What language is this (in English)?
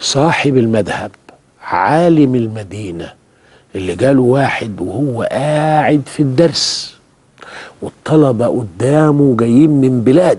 Egyptian Arabic